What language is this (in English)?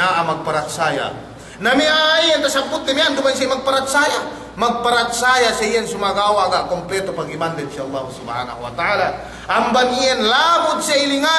Yakan